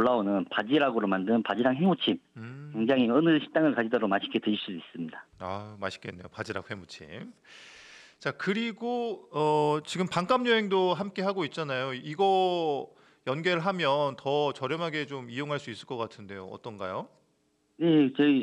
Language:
Korean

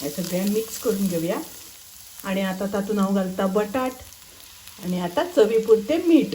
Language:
Konkani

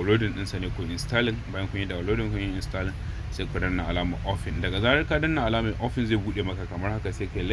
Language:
Hausa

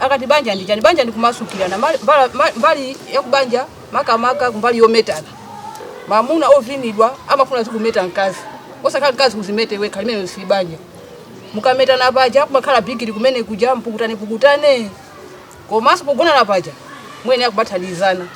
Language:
Nyanja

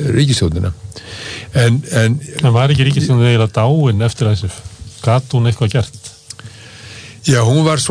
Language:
Icelandic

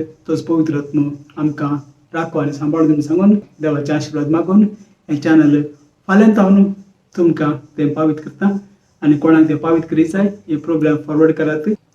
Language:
Konkani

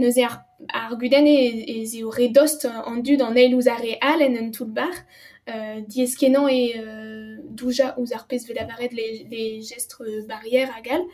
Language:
Breton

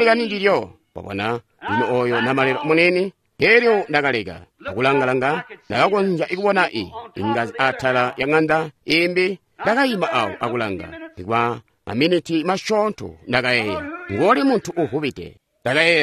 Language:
Tonga (Zambia)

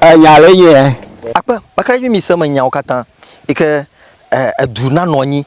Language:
Ewe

